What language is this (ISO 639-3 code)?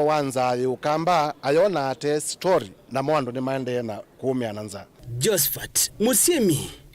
kam